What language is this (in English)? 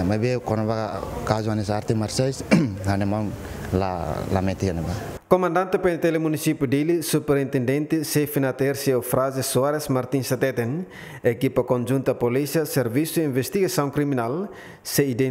Tetum